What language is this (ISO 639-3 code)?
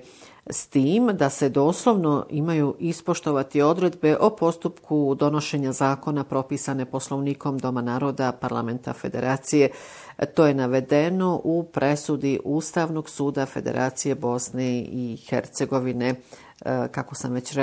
bos